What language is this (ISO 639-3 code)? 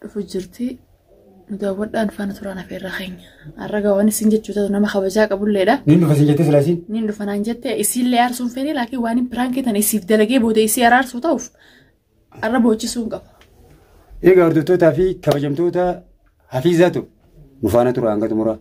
orm